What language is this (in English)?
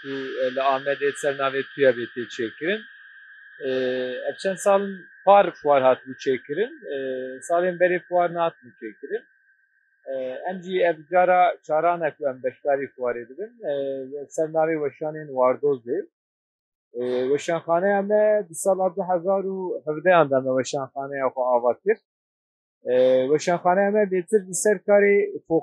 Kurdish